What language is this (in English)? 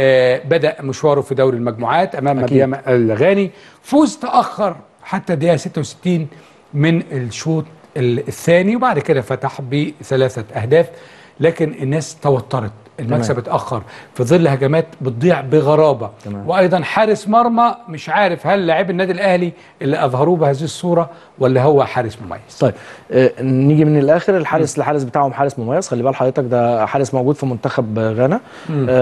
Egyptian Arabic